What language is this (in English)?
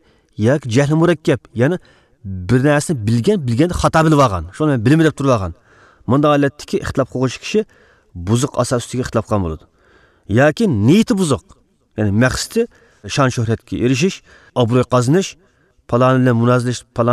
Uyghur